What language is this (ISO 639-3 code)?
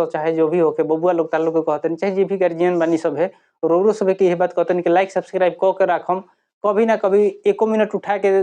bho